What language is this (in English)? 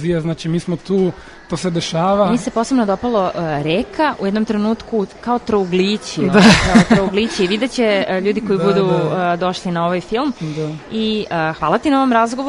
Serbian